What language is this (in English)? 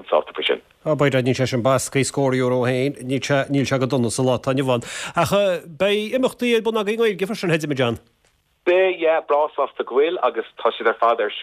Irish